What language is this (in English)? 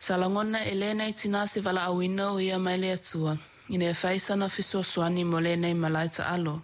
Samoan